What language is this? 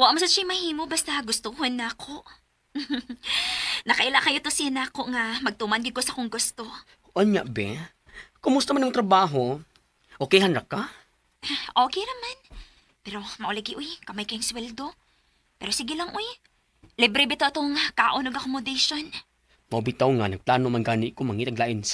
Cebuano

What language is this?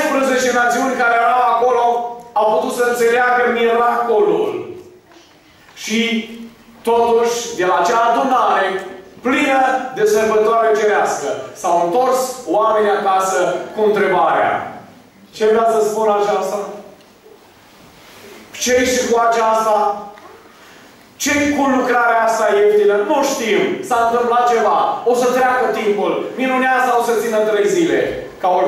Romanian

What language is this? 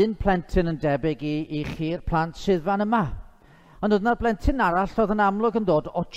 Welsh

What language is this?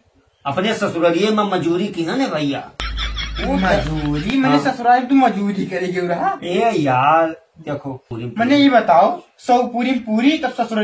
Awadhi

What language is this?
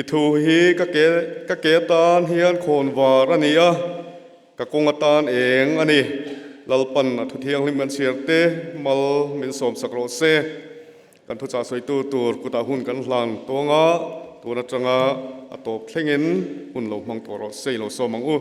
Mizo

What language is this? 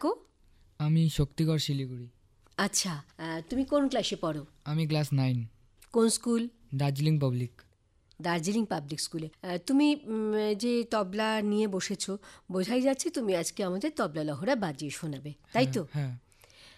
Bangla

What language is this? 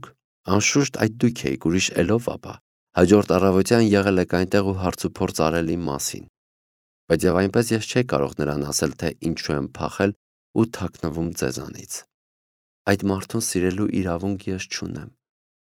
Armenian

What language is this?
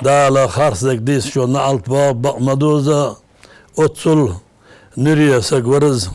Ingush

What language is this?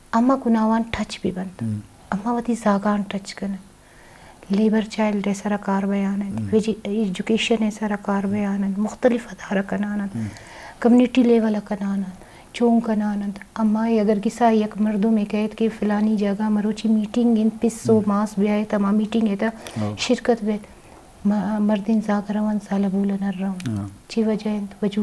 Eastern Balochi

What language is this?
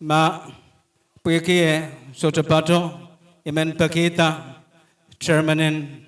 Pohnpeian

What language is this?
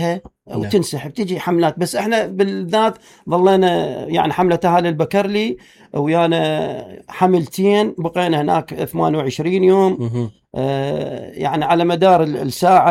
Mesopotamian Arabic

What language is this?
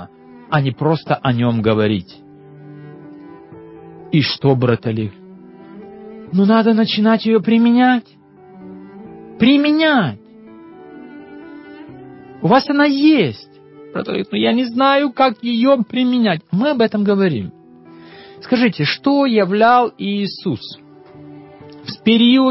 Russian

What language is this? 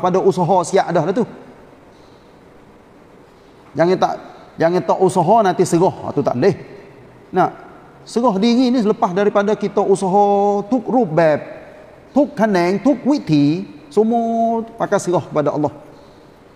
Malay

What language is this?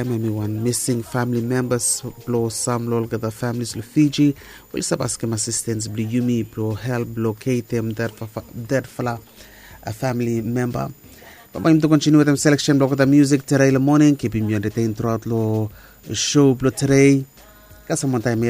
Bislama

